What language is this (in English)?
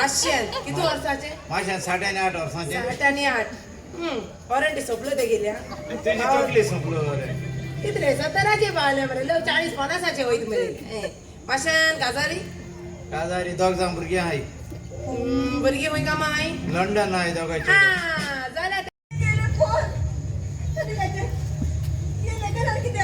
Konkani